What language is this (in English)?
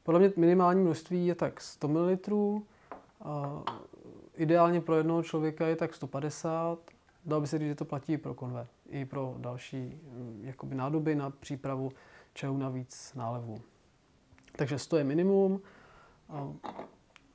Czech